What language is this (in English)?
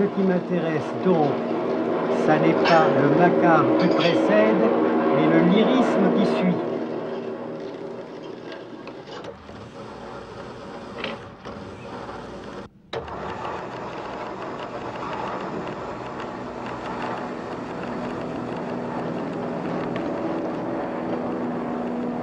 French